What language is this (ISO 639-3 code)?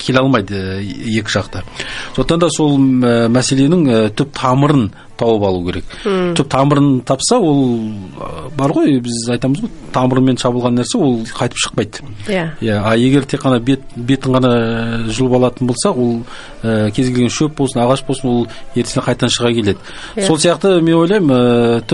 kaz